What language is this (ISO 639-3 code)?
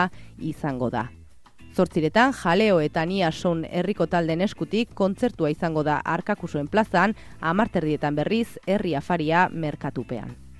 eus